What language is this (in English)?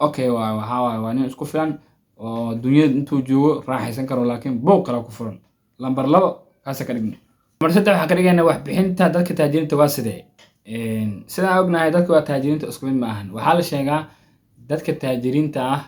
Somali